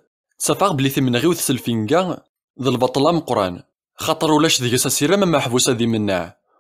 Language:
Kabyle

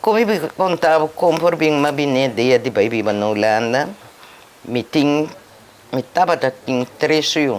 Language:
Papiamento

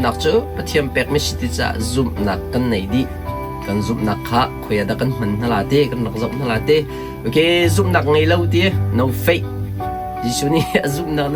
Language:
Hakha Chin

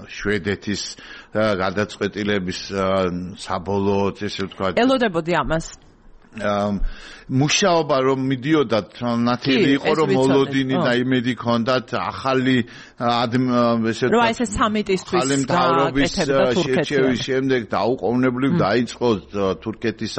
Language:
Georgian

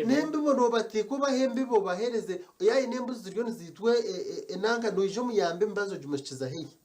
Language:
Nyankole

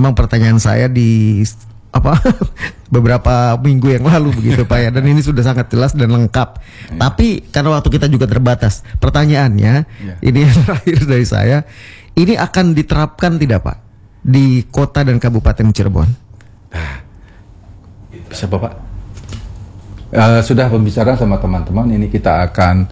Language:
Indonesian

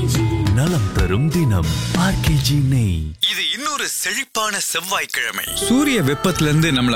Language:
Tamil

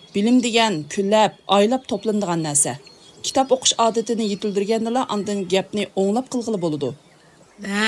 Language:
Uyghur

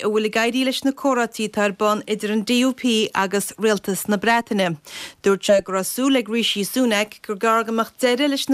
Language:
Irish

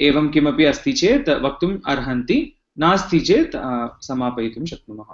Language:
Sanskrit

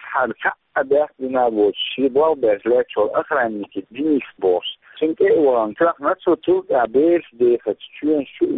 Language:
Russian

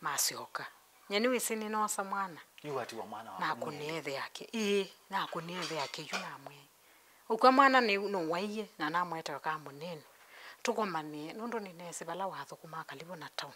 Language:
Kamba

